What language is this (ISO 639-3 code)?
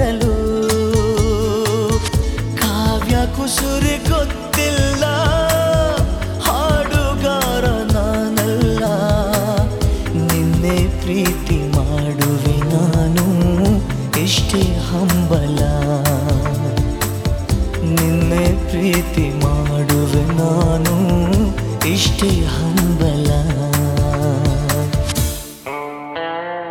kan